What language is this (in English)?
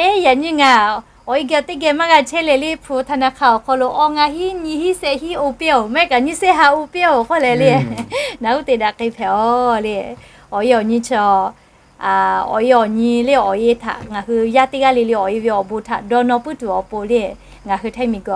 Lahu